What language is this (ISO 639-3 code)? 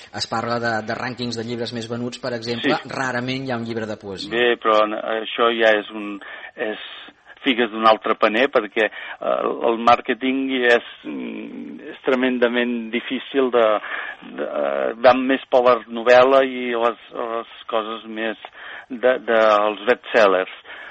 cat